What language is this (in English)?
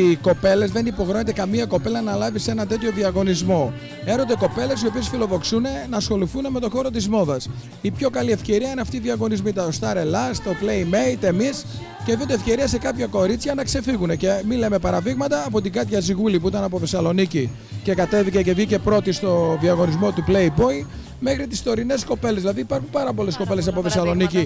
Greek